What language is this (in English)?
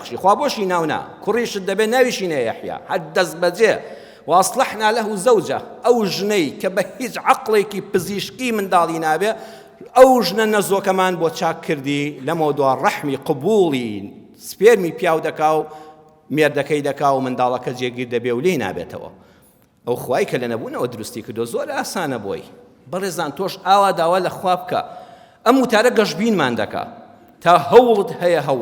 Central Kurdish